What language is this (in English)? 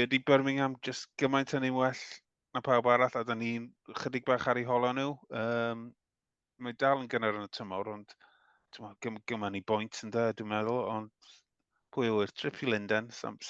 Welsh